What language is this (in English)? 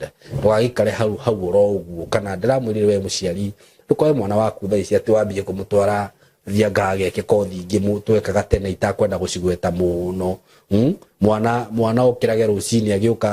Kikuyu